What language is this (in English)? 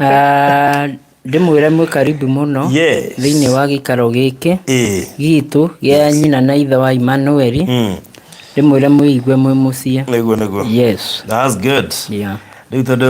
Kikuyu